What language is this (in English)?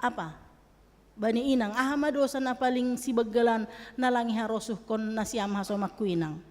Batak Simalungun